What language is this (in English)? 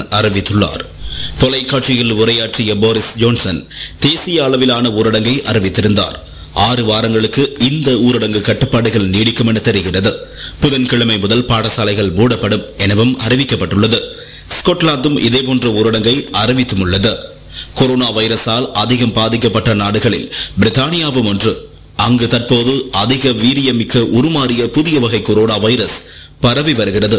Tamil